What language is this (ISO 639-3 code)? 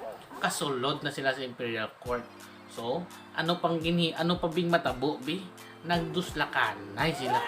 hil